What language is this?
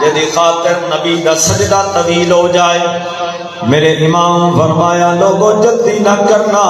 Saraiki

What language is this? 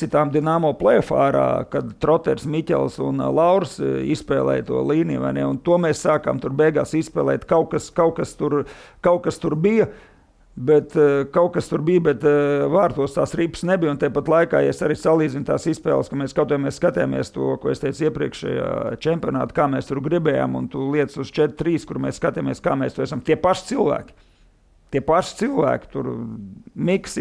Latvian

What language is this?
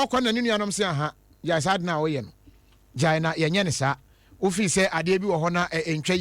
Akan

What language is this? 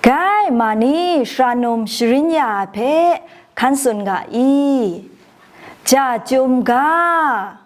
Kachin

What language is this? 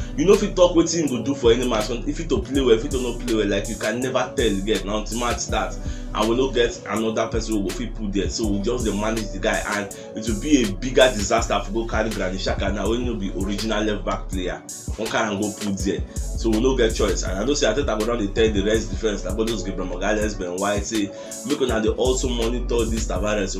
Nigerian Pidgin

